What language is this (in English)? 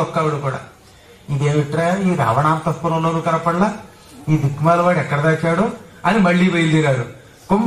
Telugu